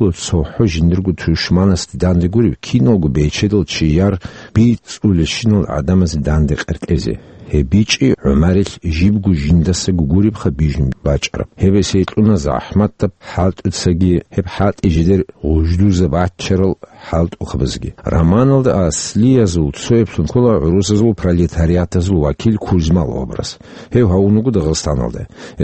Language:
Avaric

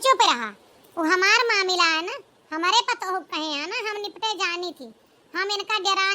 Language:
Awadhi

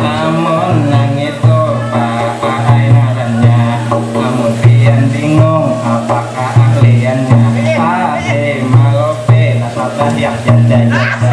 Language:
Banjar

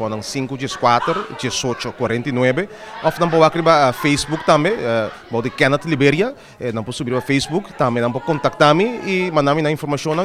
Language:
Papiamento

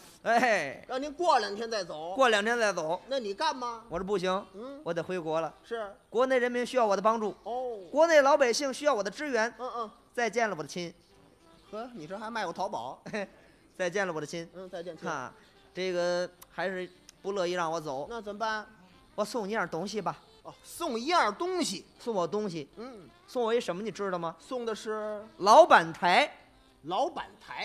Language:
Chinese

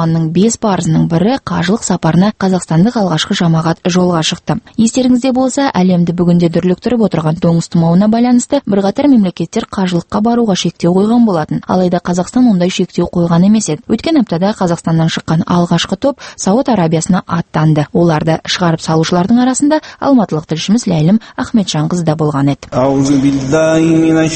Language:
Kazakh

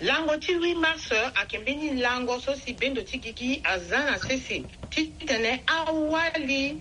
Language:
Sango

